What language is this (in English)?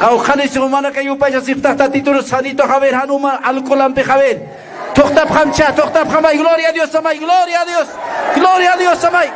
Aymara